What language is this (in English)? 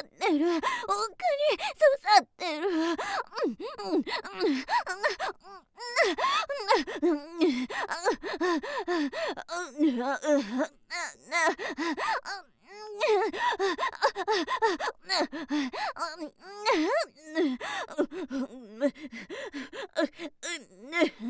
Japanese